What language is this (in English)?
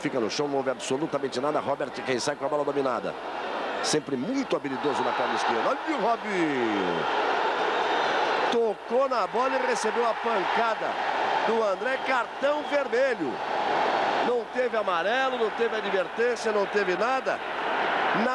Portuguese